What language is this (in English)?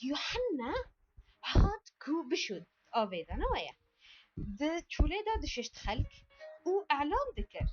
Kurdish